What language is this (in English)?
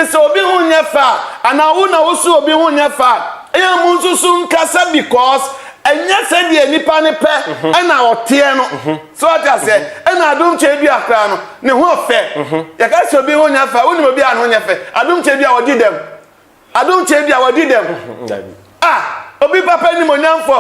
Akan